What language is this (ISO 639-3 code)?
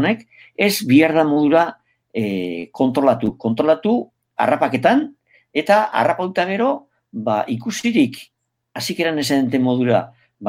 eus